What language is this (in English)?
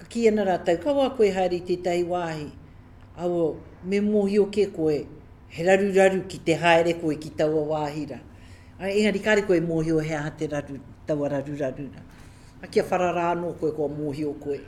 Māori